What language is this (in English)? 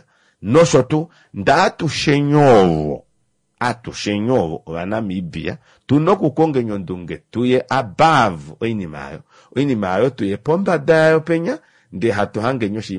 Kuanyama